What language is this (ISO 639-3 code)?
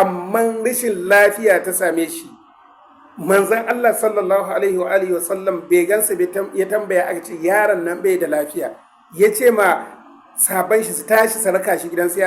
hau